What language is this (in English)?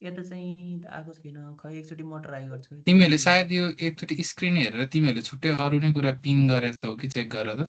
Nepali